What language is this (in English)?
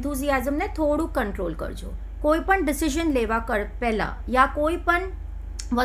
Gujarati